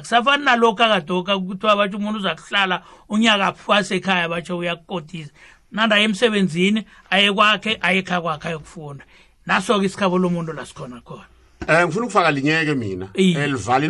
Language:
South Ndebele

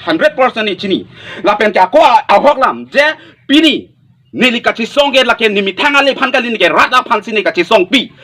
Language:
Karbi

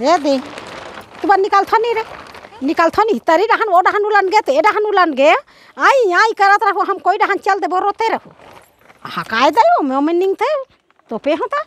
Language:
Chhattisgarhi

